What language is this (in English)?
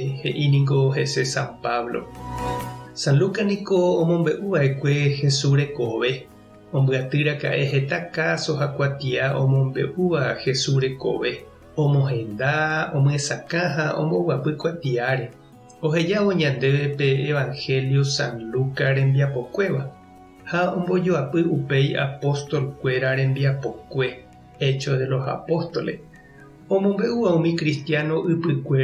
Guarani